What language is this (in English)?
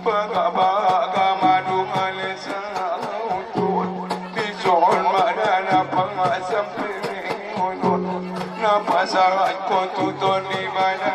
Batak Angkola